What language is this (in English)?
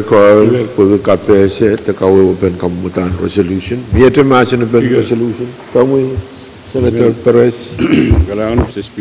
Pohnpeian